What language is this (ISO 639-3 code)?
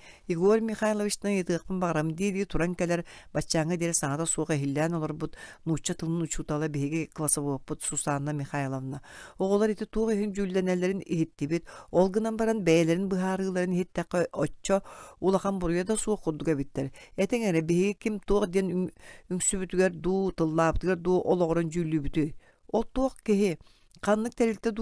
sah